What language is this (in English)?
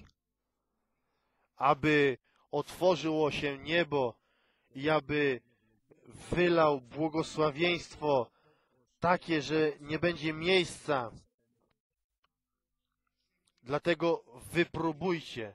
Polish